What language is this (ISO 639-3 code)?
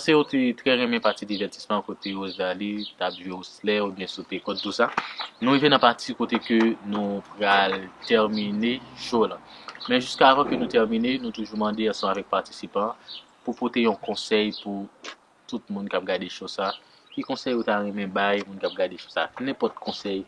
hat